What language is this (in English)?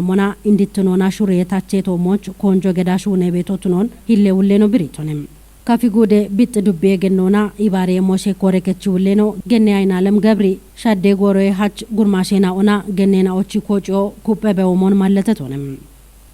Kafa